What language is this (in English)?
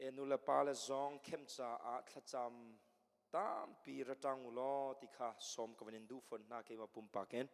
Hakha Chin